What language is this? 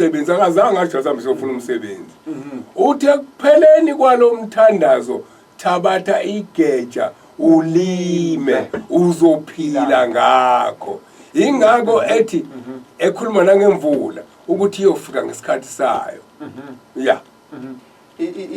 Zulu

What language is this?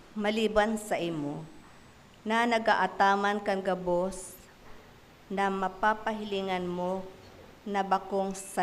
Bikol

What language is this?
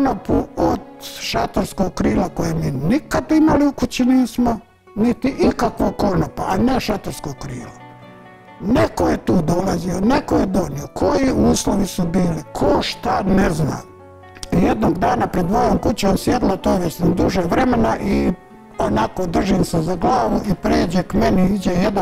Bosnian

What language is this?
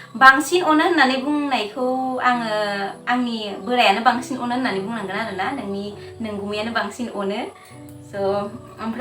Bodo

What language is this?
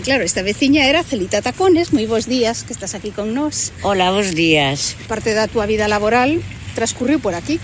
Galician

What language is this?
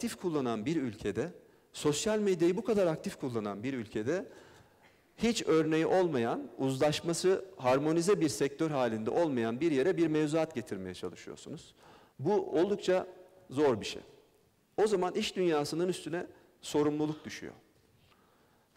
Turkish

